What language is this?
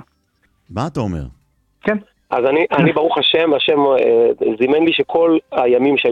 Hebrew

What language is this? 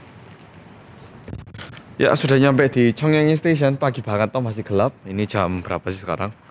Indonesian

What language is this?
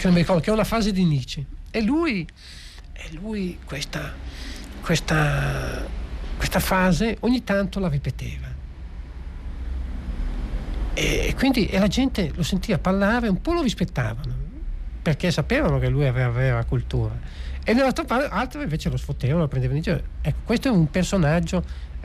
Italian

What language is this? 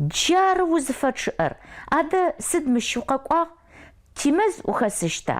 Adyghe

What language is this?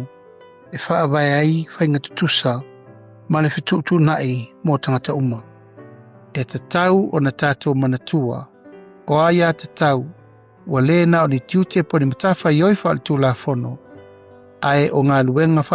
Samoan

